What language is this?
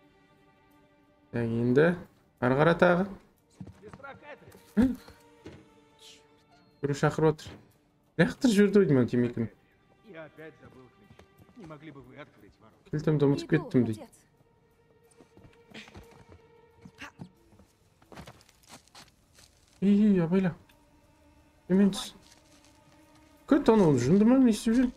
Kazakh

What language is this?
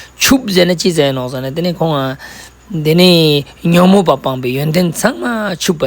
Ladakhi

